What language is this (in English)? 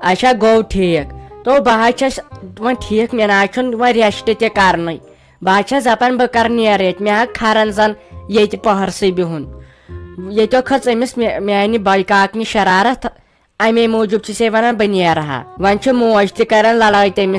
Kashmiri